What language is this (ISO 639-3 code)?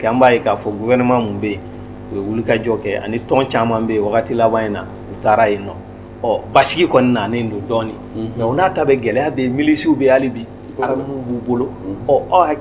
bam